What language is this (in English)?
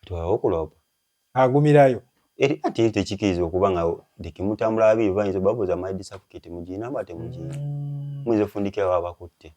Ganda